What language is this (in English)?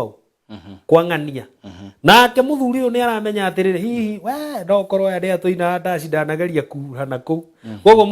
Kikuyu